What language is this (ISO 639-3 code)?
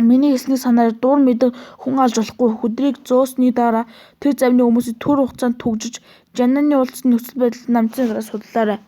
mon